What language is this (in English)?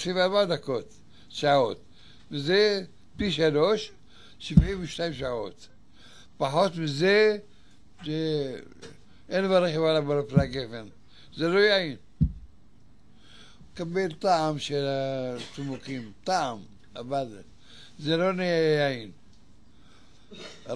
Hebrew